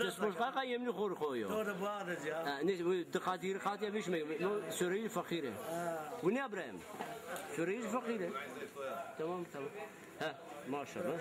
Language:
Zaza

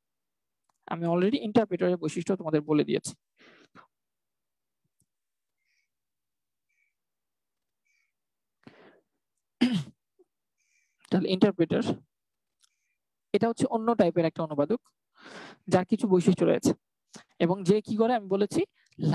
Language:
Bangla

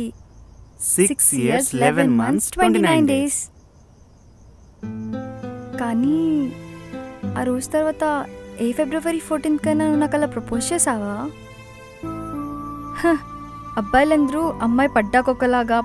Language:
Telugu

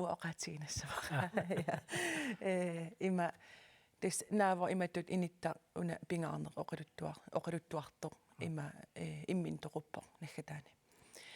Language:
Kalaallisut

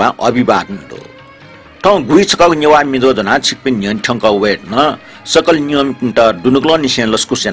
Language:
Newari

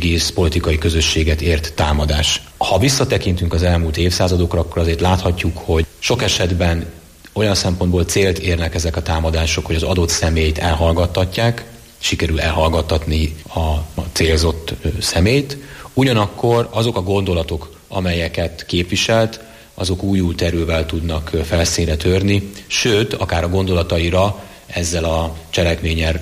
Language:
Hungarian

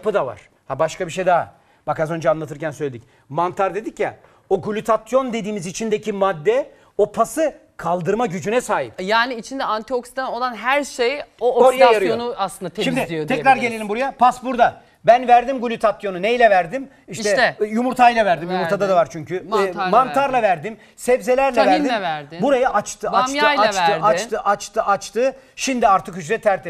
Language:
Turkish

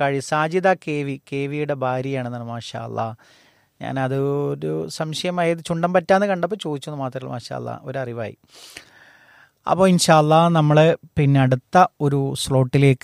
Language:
Malayalam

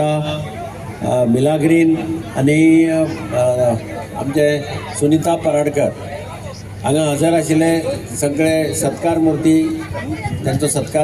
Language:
Konkani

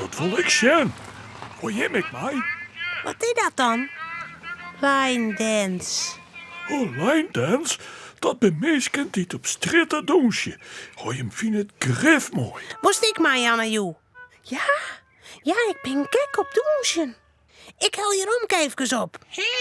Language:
Western Frisian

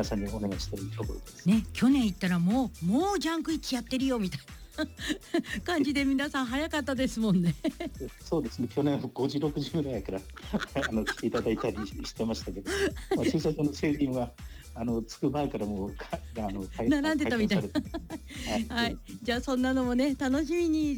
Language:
Japanese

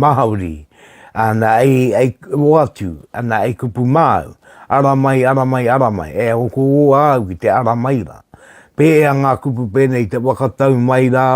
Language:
Māori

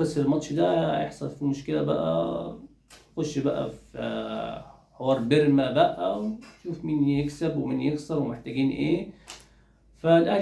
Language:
Egyptian Arabic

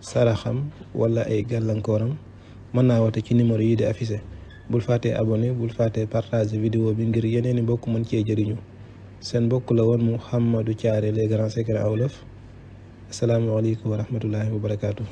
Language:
Wolof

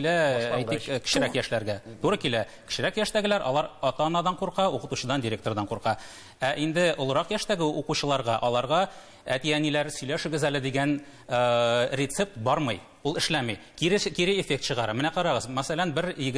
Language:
Tatar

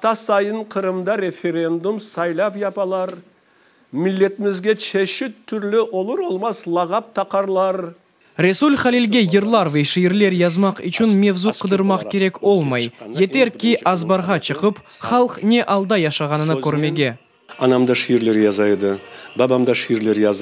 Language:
Crimean Tatar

